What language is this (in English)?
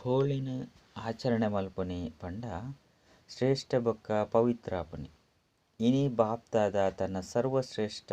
Tulu